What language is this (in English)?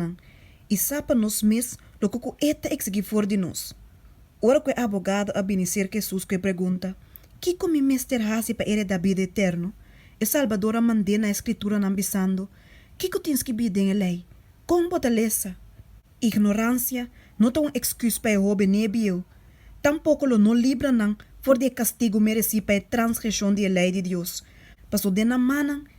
Papiamento